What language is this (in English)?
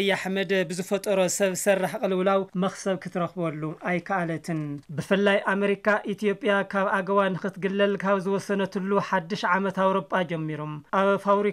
Tigrinya